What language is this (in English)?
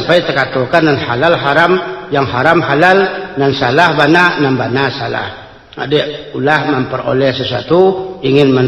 Minangkabau